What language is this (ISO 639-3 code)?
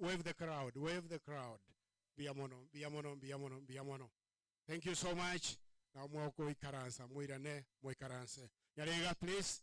guz